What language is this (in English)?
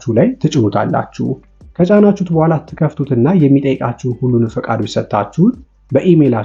Amharic